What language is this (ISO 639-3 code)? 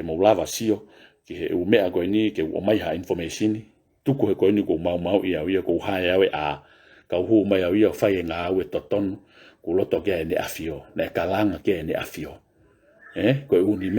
ton